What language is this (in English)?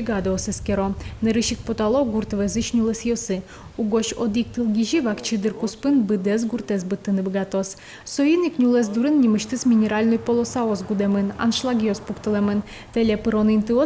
Udmurt